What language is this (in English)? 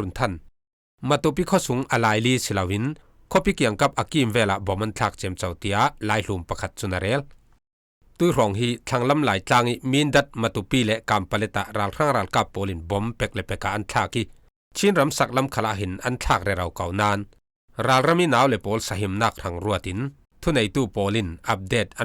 Falam Chin